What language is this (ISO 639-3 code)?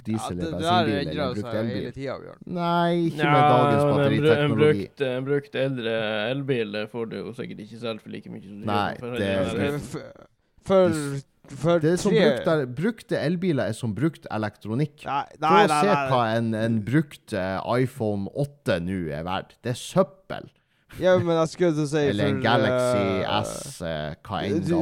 nor